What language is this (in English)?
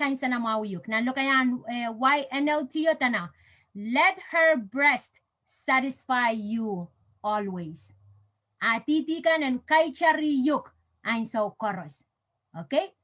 Pohnpeian